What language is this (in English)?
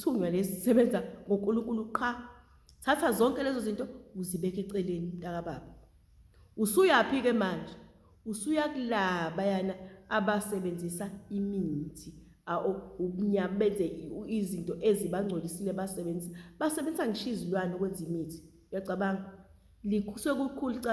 Zulu